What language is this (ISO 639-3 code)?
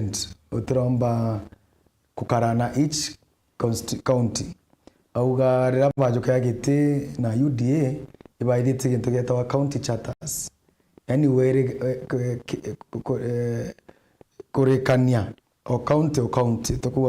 mer